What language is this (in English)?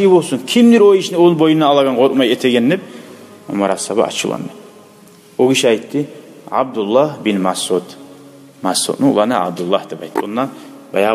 Kumyk